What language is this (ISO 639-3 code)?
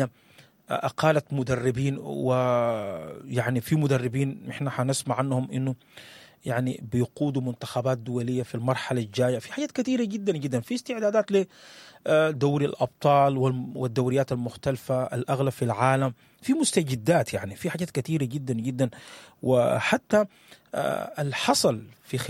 apd